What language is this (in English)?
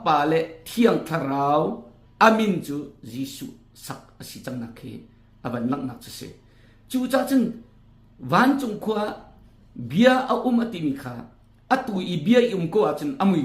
Hakha Chin